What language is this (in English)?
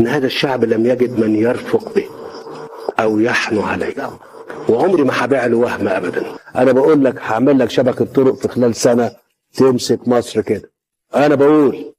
Egyptian Arabic